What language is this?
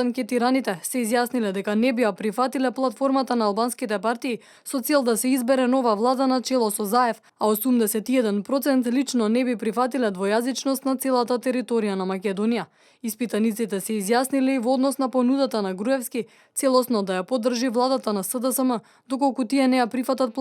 Macedonian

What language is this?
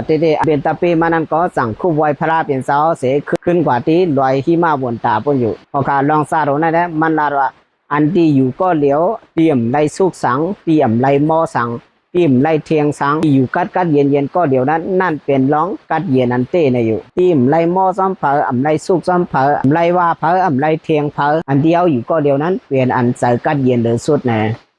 Shan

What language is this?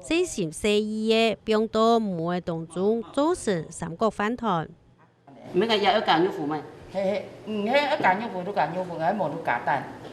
Hakka Chinese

